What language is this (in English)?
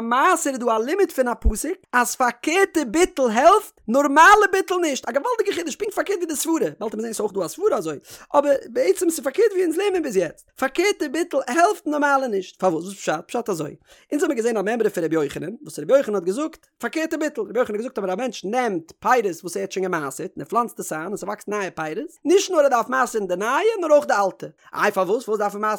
Yiddish